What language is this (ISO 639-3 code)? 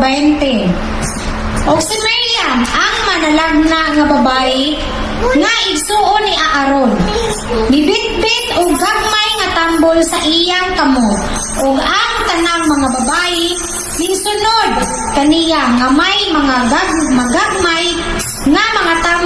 ceb